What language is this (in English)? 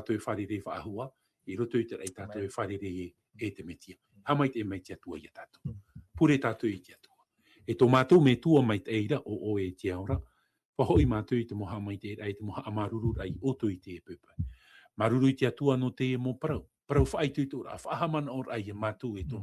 Tahitian